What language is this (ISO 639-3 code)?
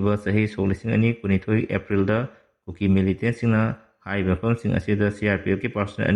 mni